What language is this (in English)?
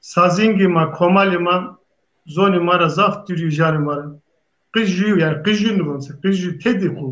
Zaza